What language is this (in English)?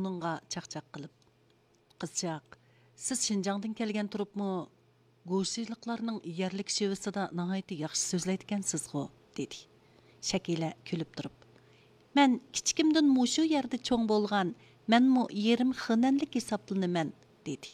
Uyghur